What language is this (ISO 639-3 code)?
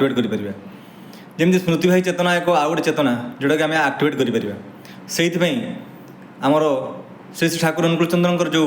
ori